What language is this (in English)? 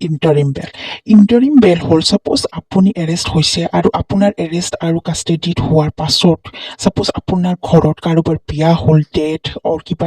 Assamese